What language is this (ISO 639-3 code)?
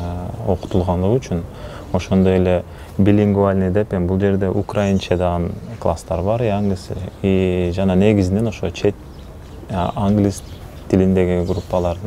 kir